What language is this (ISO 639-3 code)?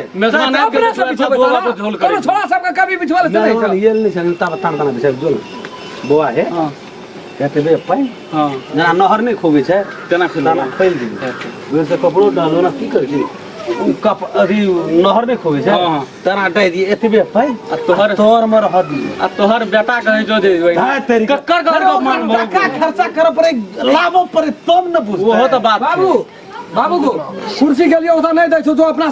mai